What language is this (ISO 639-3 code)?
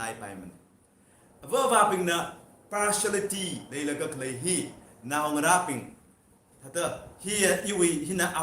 nmf